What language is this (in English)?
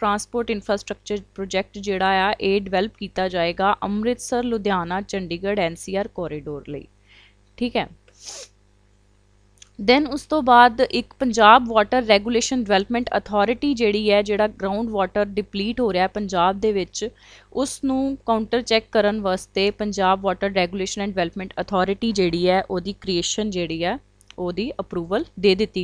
Punjabi